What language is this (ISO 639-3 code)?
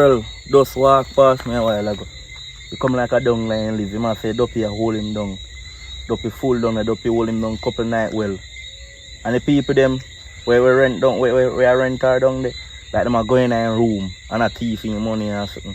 jam